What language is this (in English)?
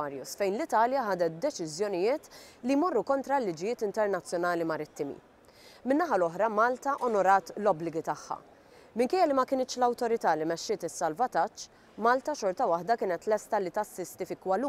Maltese